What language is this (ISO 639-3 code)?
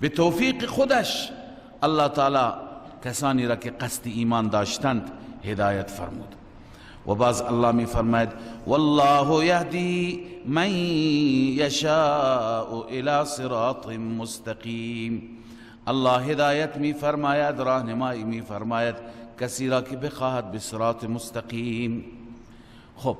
fas